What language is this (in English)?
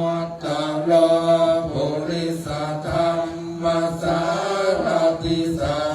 Pali